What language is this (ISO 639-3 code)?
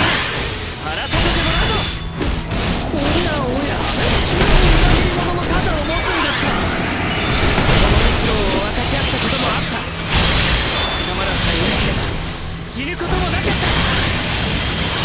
jpn